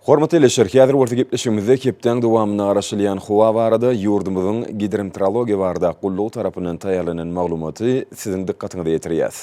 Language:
Turkmen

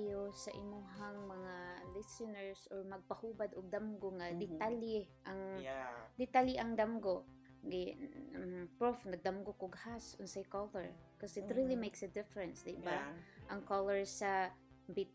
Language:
Cebuano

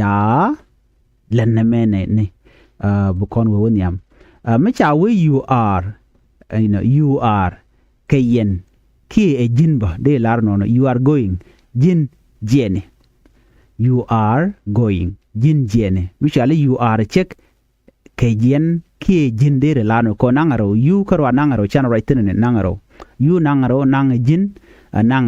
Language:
Nuer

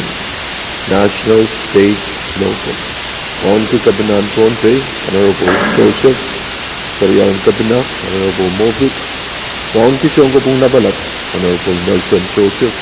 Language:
Pohnpeian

